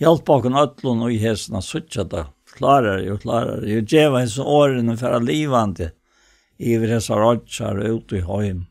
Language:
Faroese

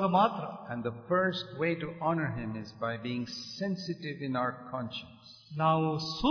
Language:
Kannada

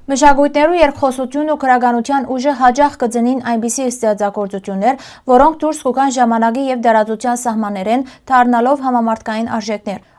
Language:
Western Armenian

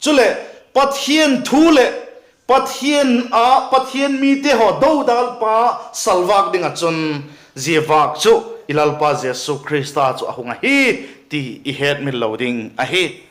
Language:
Vaiphei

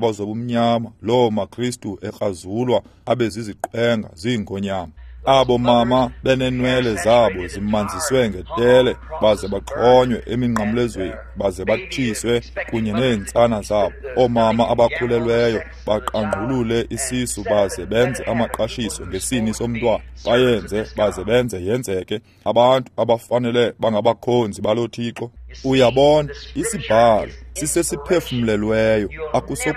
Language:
Xhosa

